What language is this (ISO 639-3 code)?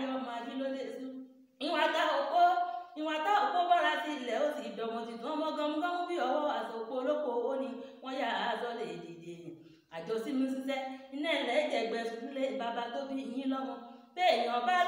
yor